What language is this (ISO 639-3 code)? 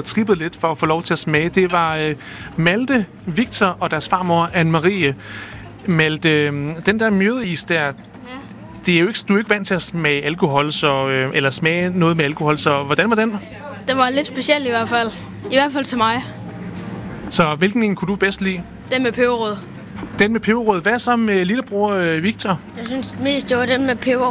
dan